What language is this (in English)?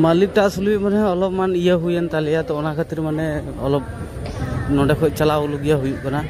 Santali